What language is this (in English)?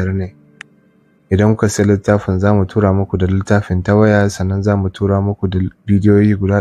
Hausa